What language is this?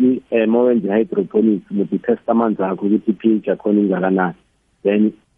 South Ndebele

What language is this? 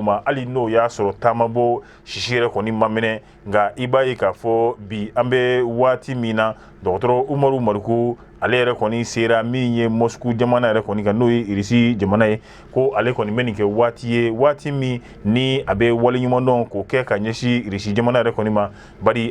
Bambara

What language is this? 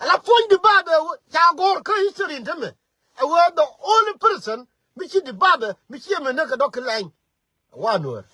Nuer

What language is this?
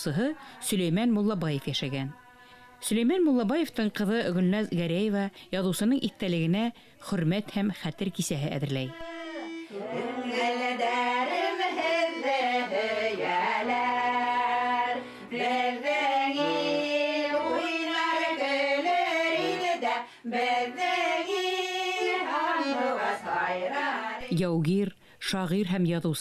Bashkir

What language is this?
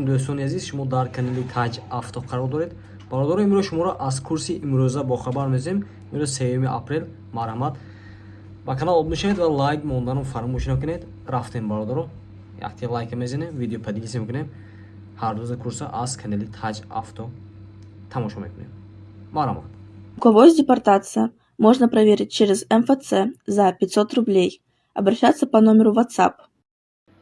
Tajik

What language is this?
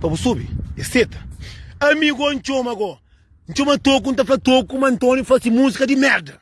Kabuverdianu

